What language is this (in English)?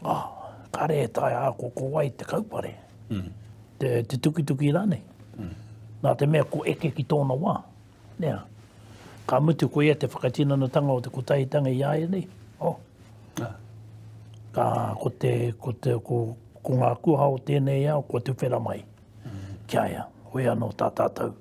Māori